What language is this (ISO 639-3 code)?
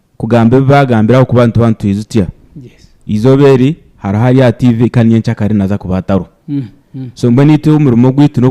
nyn